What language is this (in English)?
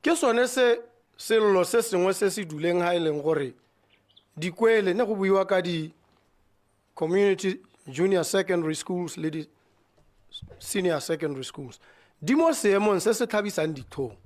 Tswana